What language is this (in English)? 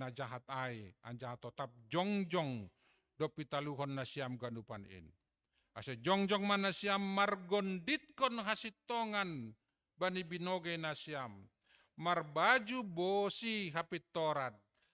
Batak Simalungun